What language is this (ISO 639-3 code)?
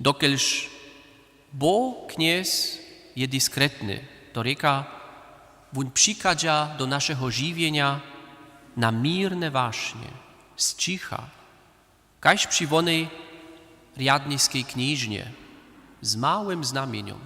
hsb